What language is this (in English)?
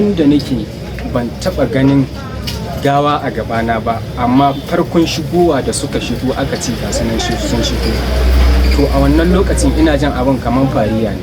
Hausa